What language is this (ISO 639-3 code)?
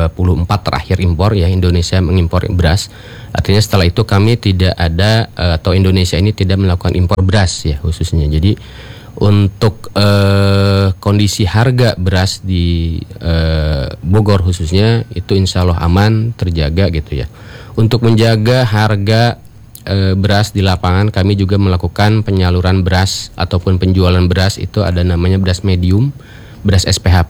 ind